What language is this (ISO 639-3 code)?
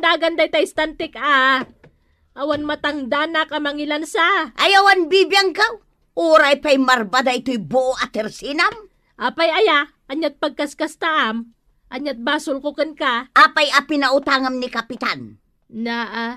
ilo